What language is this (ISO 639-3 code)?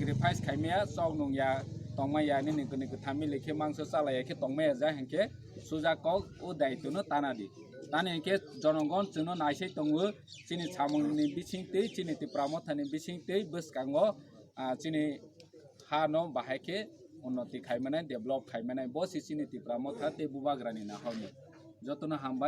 trp